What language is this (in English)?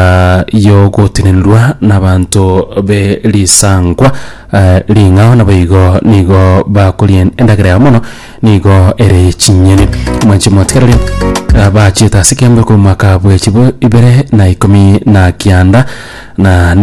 Gusii